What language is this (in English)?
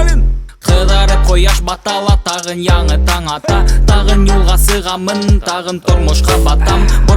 Bashkir